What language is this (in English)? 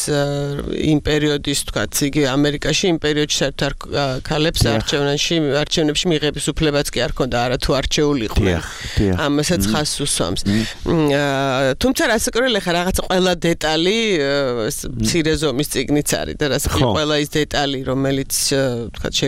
Georgian